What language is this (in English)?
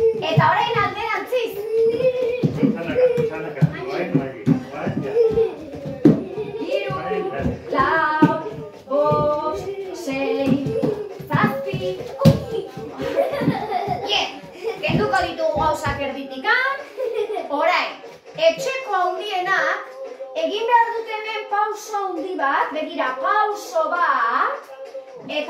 Basque